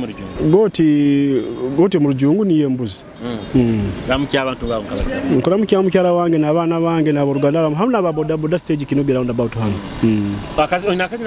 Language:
Nyoro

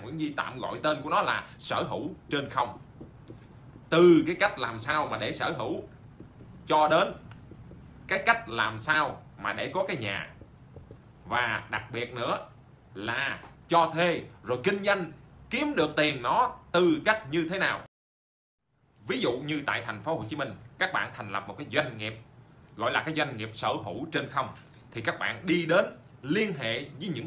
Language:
Vietnamese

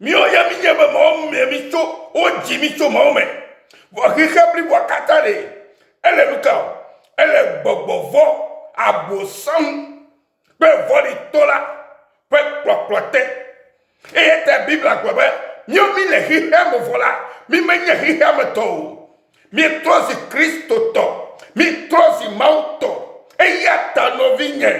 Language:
Ewe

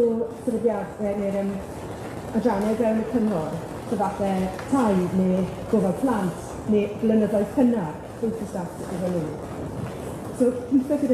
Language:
Welsh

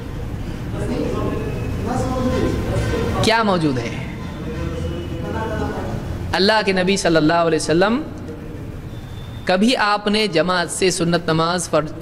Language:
Urdu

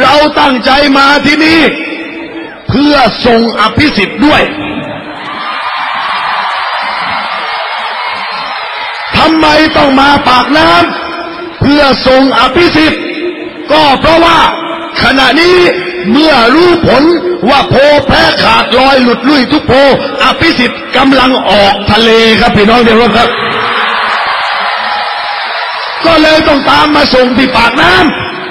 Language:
Thai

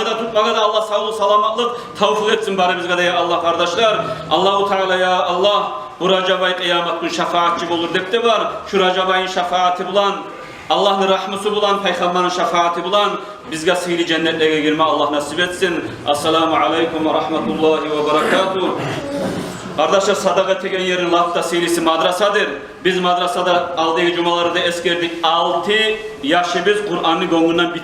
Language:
Kumyk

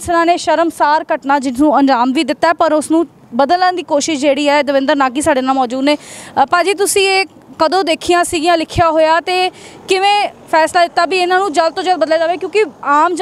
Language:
Punjabi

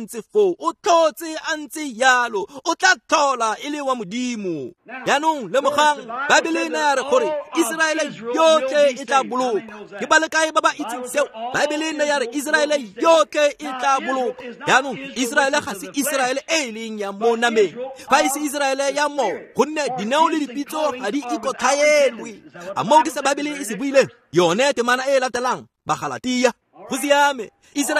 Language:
Tswana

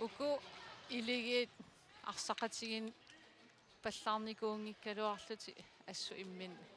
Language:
Kalaallisut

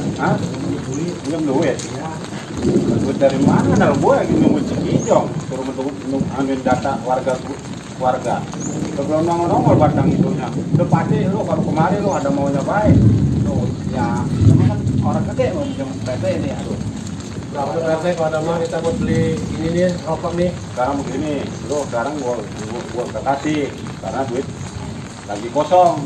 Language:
Betawi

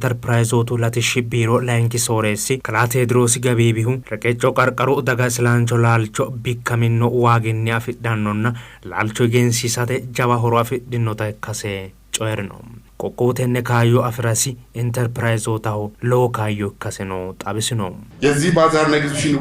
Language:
Sidamo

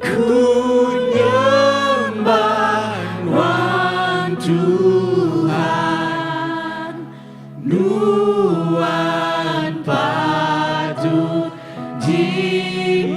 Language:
Iban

